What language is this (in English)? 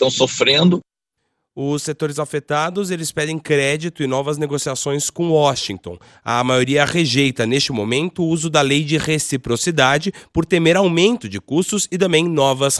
Portuguese